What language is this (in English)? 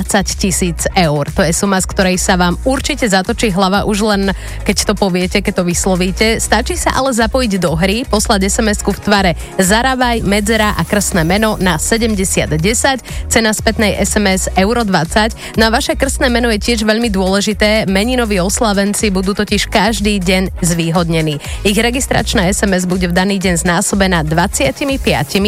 Slovak